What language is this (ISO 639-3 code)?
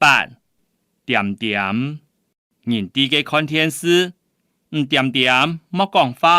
hak